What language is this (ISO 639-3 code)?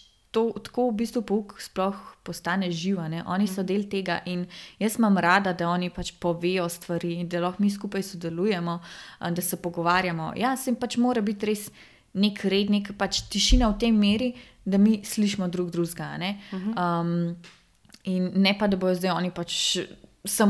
slv